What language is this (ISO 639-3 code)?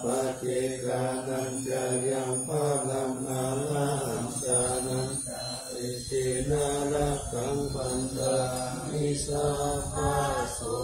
pli